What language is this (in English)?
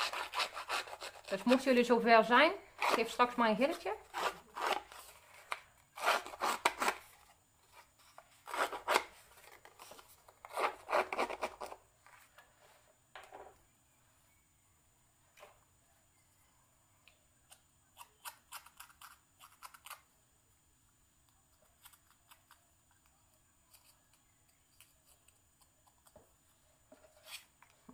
Dutch